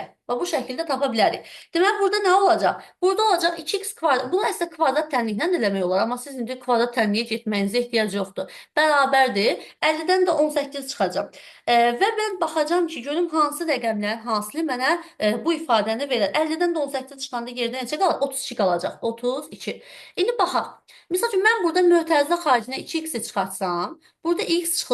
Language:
Azerbaijani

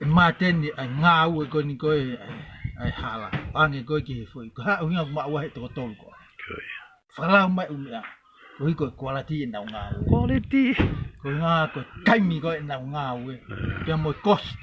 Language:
Tongan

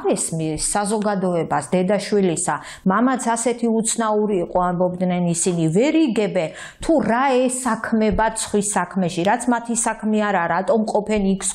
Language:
Georgian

